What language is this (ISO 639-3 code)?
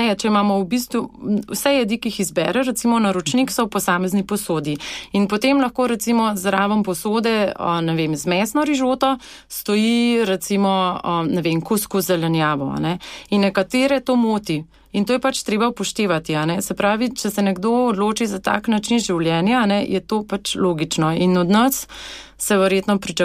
slv